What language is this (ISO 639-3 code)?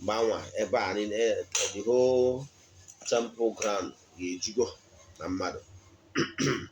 ibo